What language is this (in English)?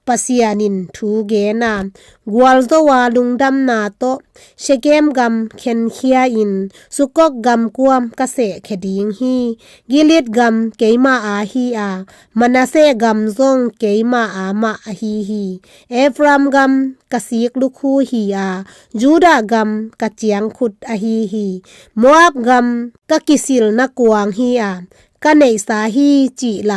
Tedim Chin